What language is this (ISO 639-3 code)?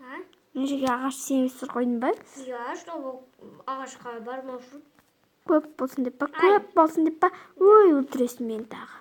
kaz